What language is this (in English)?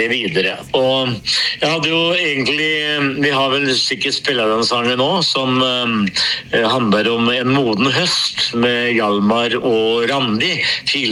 Norwegian